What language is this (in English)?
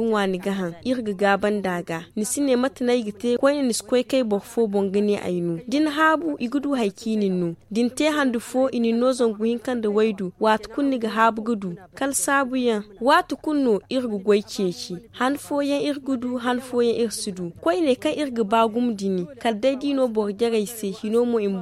Zarma